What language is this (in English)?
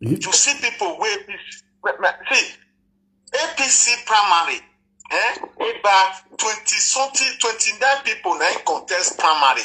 Nigerian Pidgin